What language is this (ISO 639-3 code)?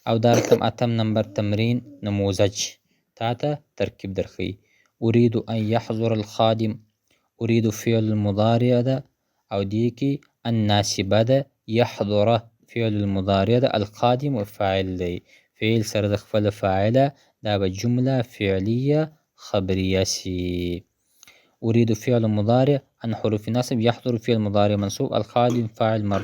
pus